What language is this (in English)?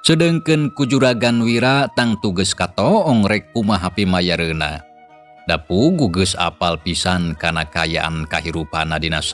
Sundanese